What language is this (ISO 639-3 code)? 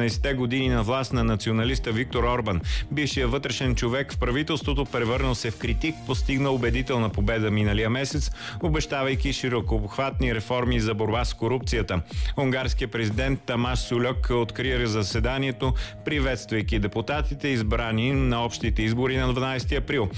bul